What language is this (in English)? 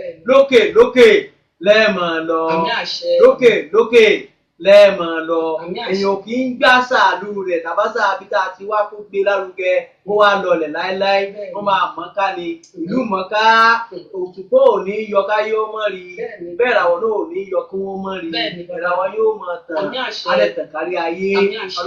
Yoruba